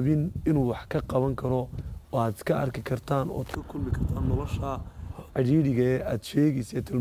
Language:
Somali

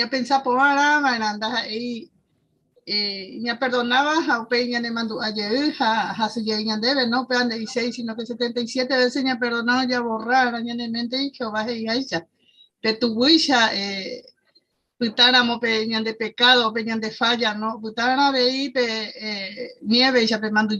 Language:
Guarani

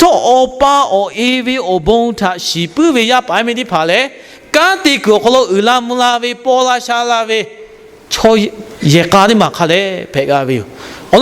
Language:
Lahu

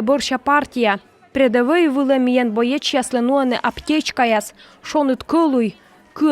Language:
Komi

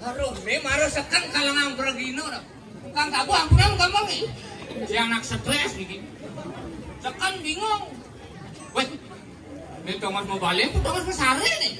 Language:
Balinese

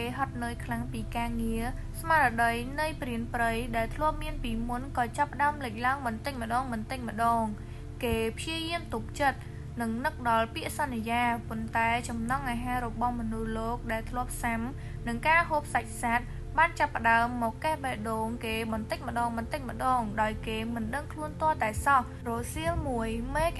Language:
Khmer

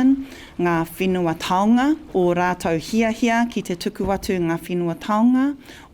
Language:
Māori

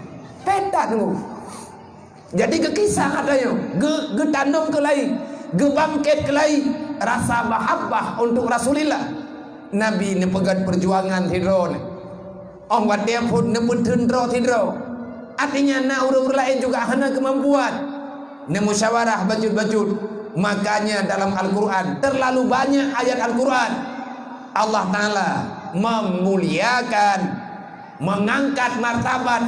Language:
Achinese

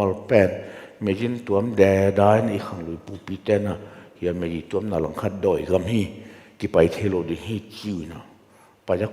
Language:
Tedim Chin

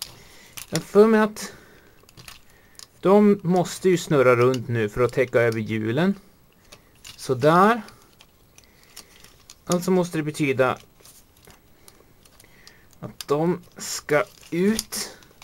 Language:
Swedish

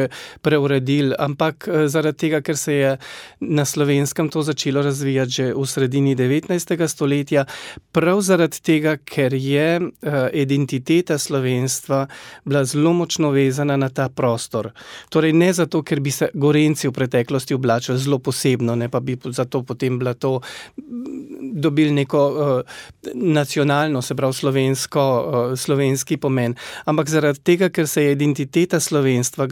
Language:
Slovenian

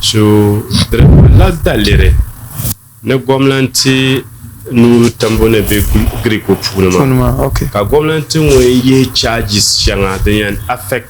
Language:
Dagbani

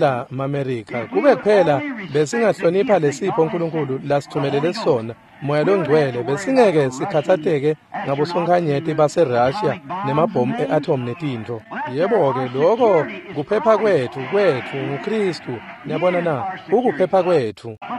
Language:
Swati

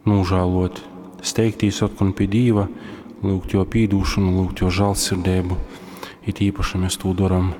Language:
Latgalian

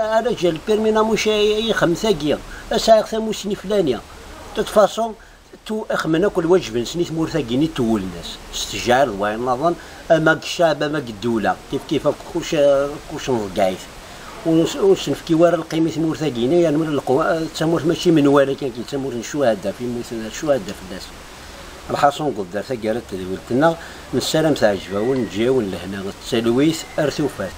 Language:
Kabyle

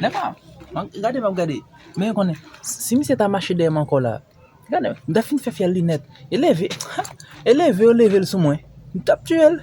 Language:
Haitian Creole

